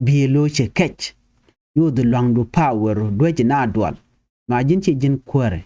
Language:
Nuer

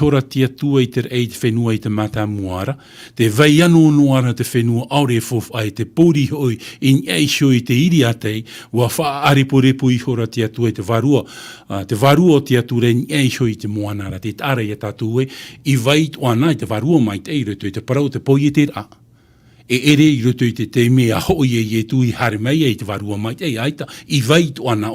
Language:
Tahitian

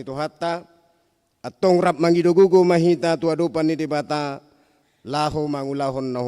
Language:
Batak Toba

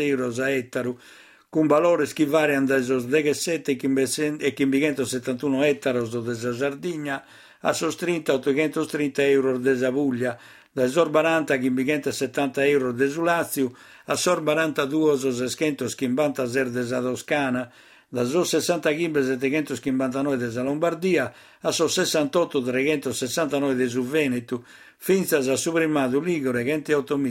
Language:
Sardinian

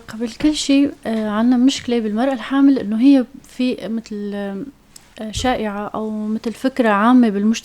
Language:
North Levantine Arabic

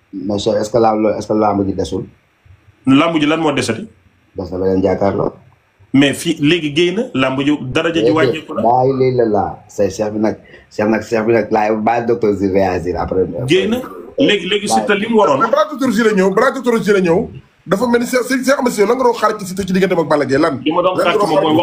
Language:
Wolof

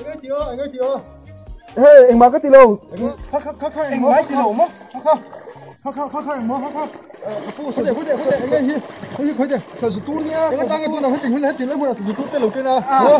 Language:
Mizo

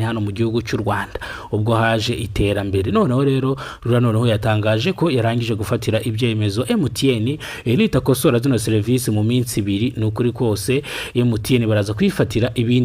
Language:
Kinyarwanda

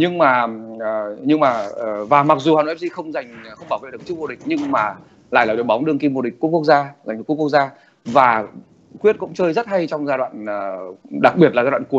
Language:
Vietnamese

